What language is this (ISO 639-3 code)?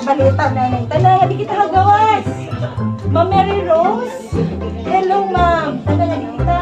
war